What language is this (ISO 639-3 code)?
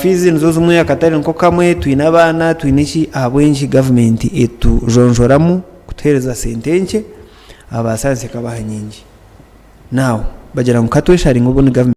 nyn